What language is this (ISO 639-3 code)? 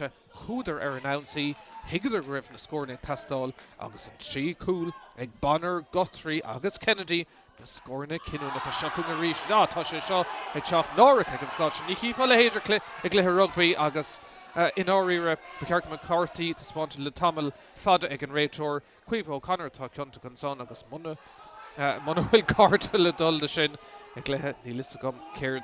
gle